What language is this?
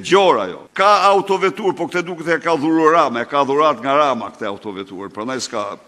Albanian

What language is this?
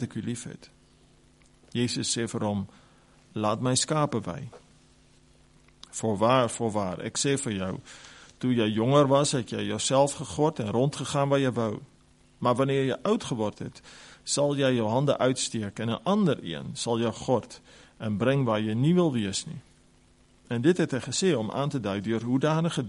Afrikaans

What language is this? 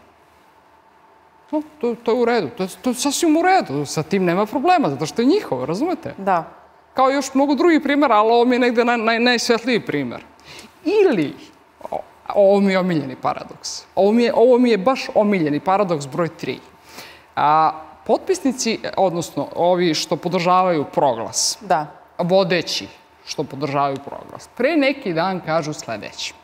Serbian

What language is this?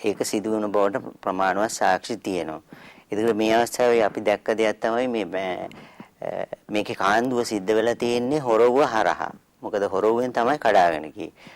Sinhala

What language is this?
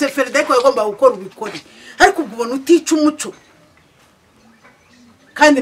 Kinyarwanda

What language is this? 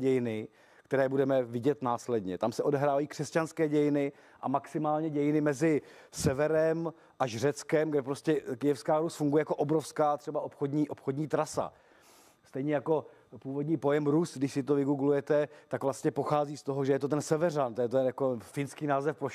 Czech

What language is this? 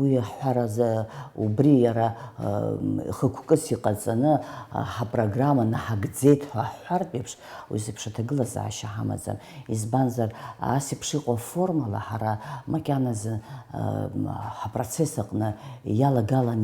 Abkhazian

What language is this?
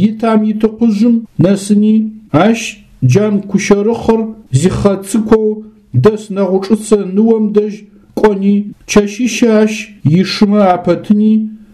Adyghe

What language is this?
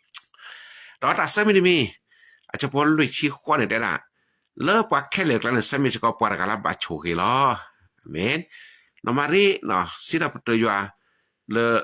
S'gaw Karen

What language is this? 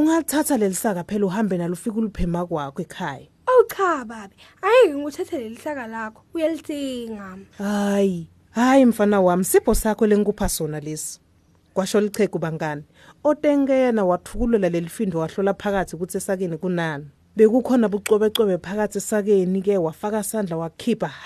Swati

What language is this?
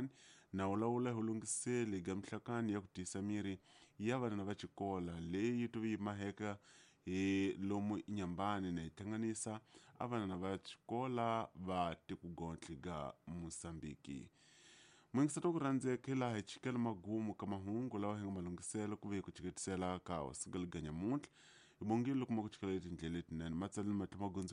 Tsonga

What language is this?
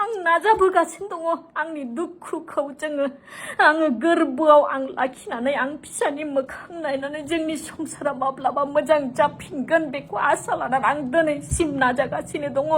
Bodo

